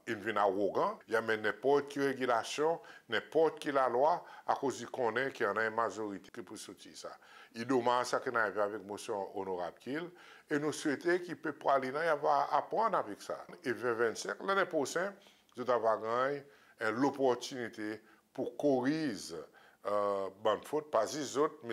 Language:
Seselwa Creole French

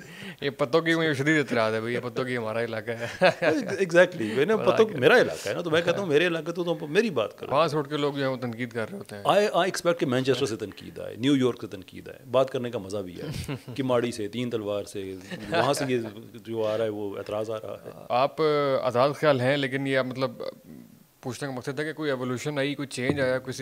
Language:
Urdu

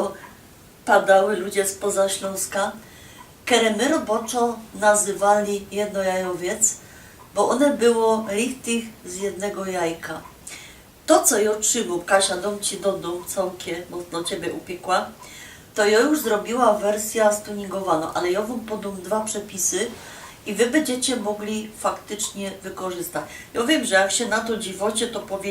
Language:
Silesian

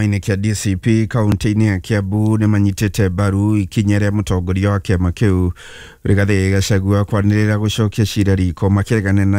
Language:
Kikuyu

